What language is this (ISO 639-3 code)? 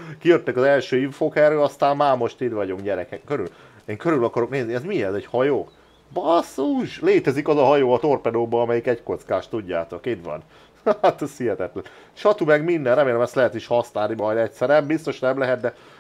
hun